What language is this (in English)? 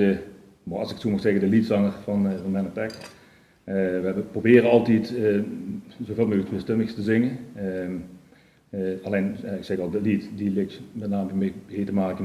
Limburgish